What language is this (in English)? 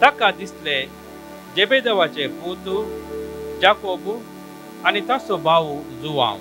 Konkani